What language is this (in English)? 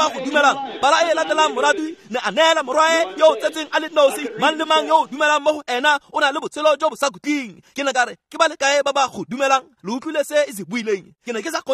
Tswana